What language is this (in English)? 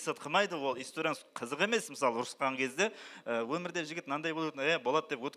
Kara-Kalpak